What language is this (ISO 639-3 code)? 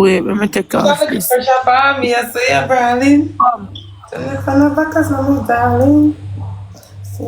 jam